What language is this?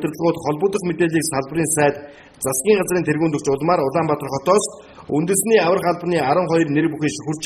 Mongolian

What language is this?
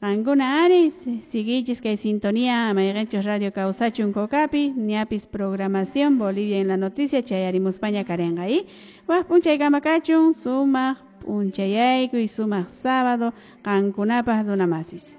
Quechua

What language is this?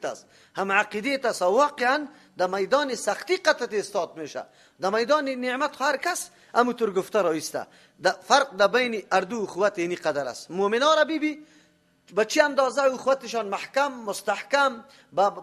Persian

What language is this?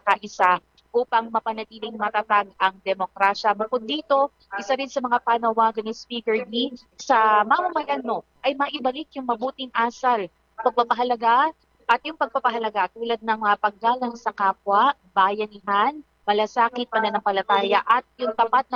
Filipino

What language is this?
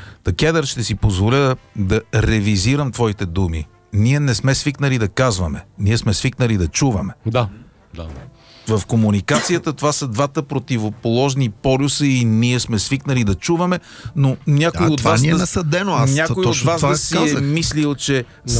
Bulgarian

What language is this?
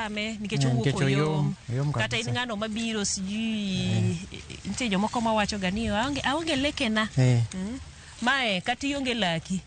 Luo (Kenya and Tanzania)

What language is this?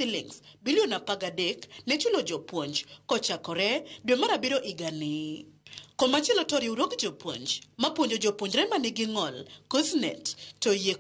Luo (Kenya and Tanzania)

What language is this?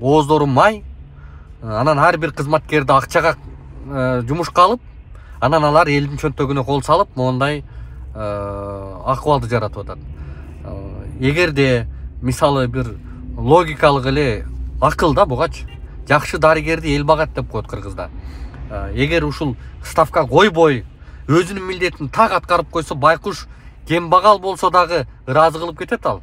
Kyrgyz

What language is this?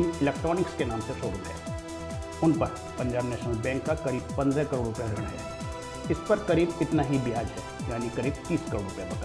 Hindi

